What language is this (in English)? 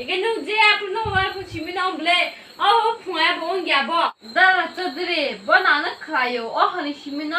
Kok Borok